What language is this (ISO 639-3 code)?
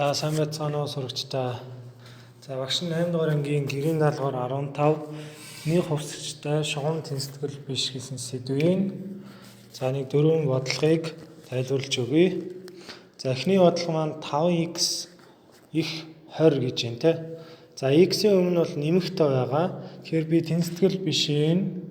mon